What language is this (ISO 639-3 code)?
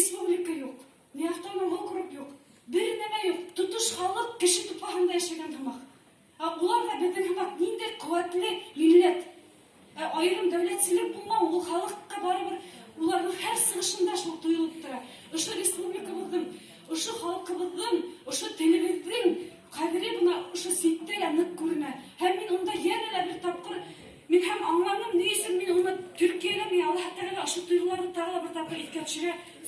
bak